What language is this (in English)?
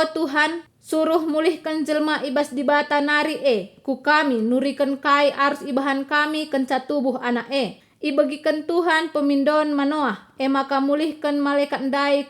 Batak Karo